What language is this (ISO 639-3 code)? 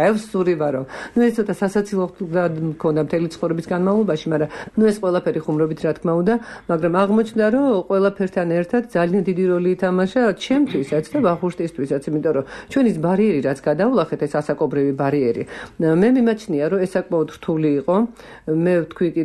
kat